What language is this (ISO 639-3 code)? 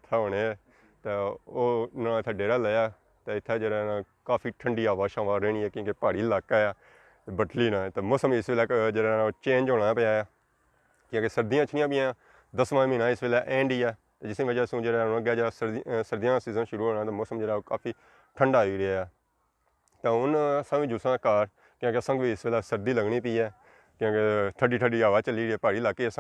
phr